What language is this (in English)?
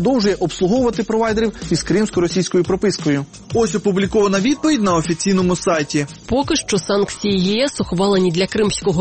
Ukrainian